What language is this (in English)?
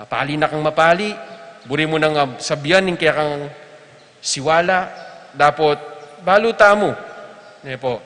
Pampanga